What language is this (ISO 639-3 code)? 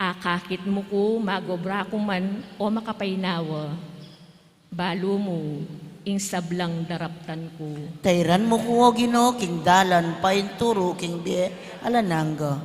pam